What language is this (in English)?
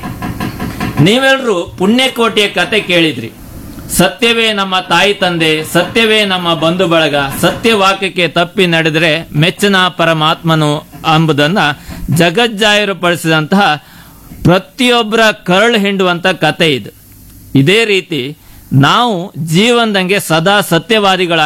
Kannada